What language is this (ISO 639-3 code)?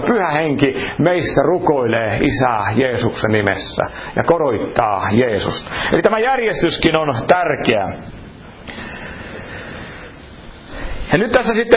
fin